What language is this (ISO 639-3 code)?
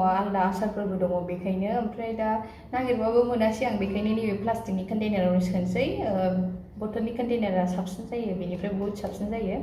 brx